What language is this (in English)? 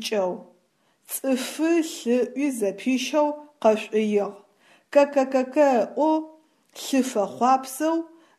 Adyghe